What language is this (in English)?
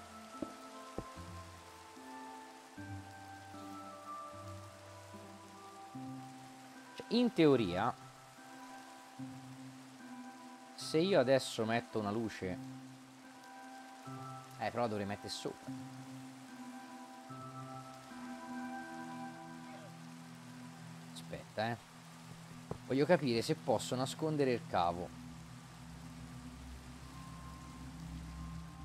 Italian